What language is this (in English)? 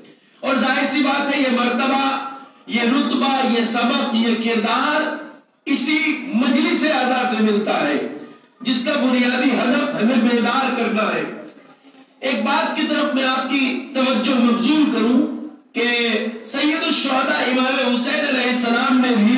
Urdu